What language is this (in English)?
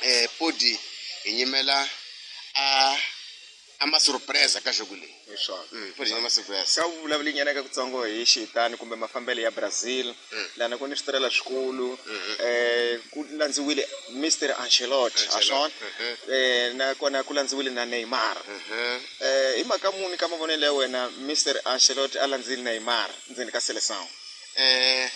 Tsonga